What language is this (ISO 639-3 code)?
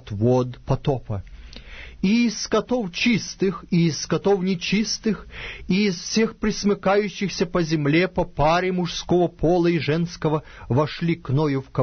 rus